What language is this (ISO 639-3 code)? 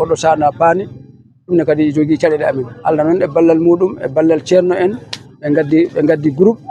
ful